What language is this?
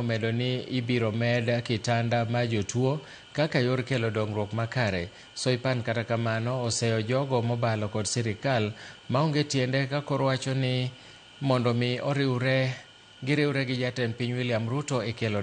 Luo (Kenya and Tanzania)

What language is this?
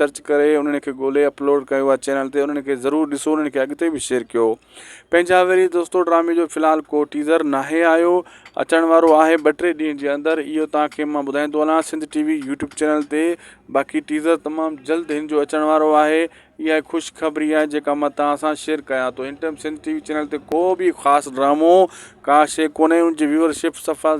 Sindhi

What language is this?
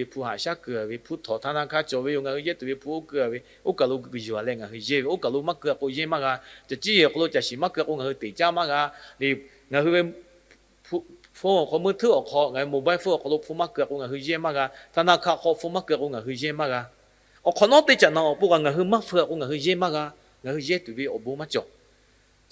Lahu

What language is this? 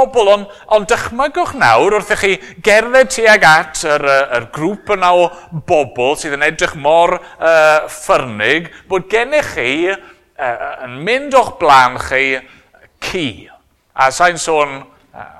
Welsh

